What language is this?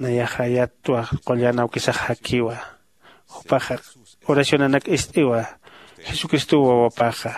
Aymara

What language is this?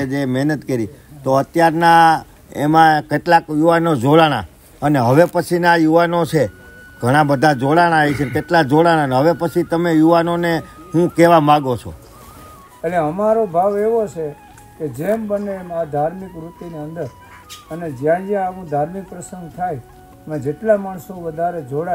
Gujarati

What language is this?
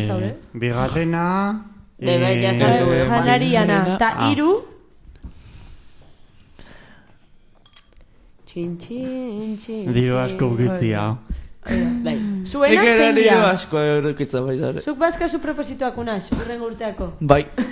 Basque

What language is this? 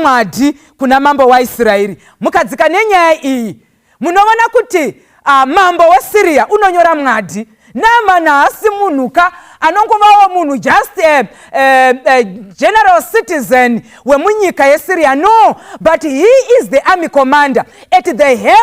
Shona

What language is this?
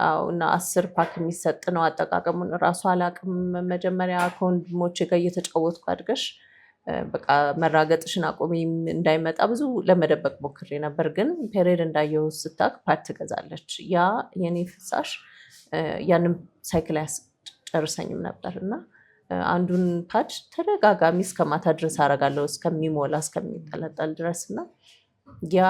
Amharic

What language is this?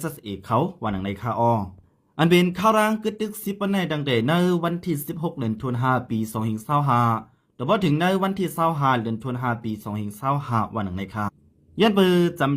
Shan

